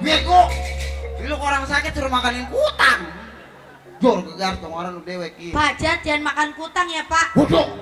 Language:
Betawi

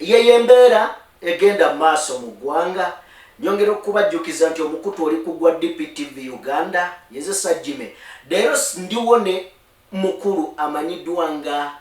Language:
Ganda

